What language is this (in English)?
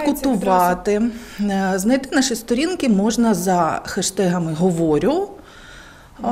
Ukrainian